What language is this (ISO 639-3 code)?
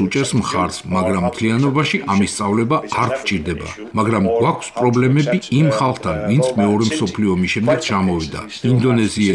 kat